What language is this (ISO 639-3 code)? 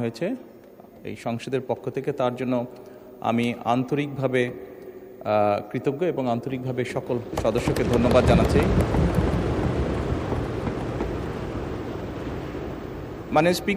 ben